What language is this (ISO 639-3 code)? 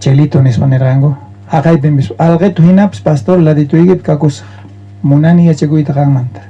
quh